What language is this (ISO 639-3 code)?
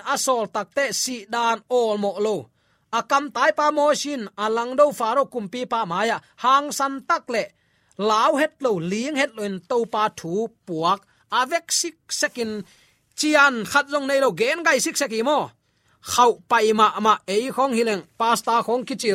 ctd